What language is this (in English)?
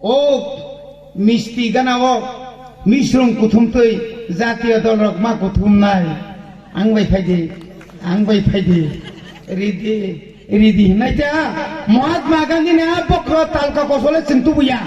Kok Borok